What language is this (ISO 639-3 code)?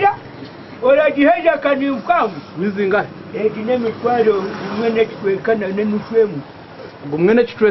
nyn